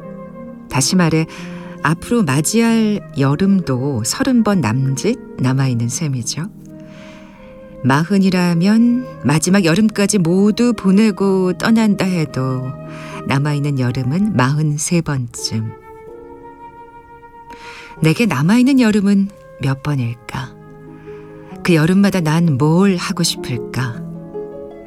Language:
Korean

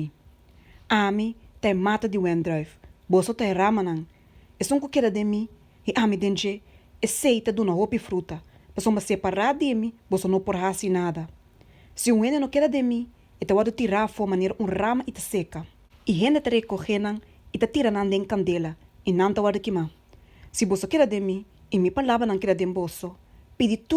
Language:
Papiamento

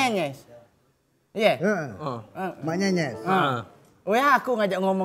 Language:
Musi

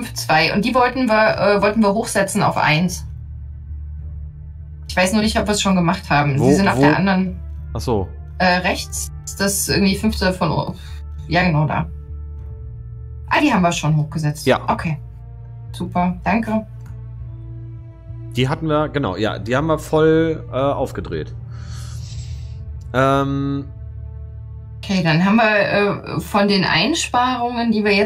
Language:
German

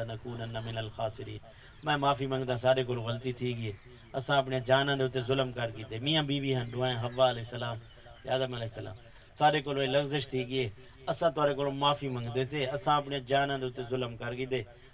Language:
Saraiki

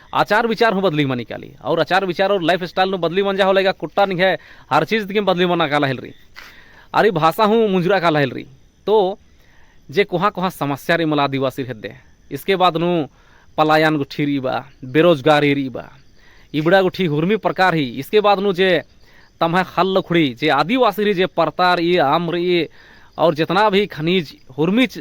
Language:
Kurukh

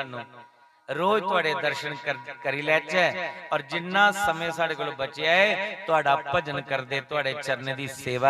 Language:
Dogri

